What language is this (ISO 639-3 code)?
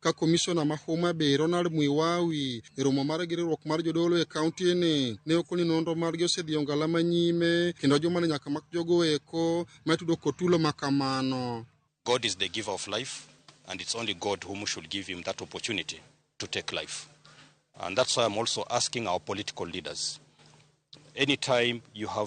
luo